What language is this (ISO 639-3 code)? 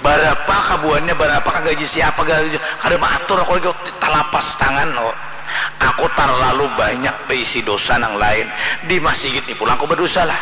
bjn